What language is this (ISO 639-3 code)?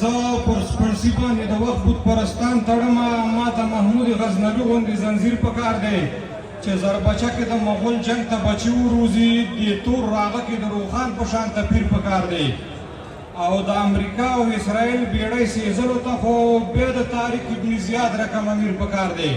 pus